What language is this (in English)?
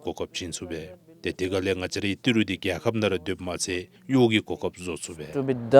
Dzongkha